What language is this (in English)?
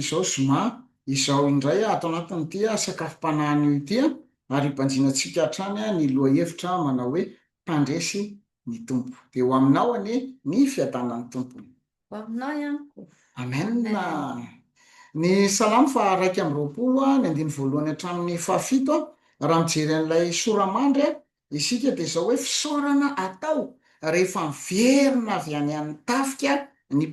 Malagasy